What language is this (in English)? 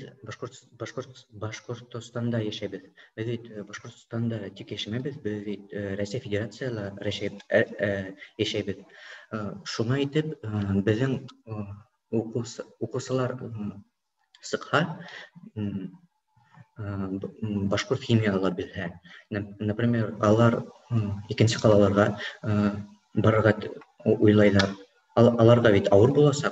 Bashkir